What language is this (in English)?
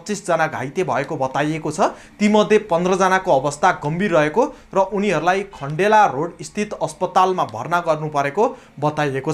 Nepali